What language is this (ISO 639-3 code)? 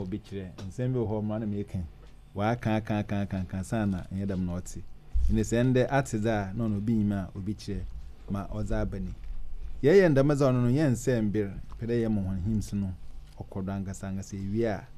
aka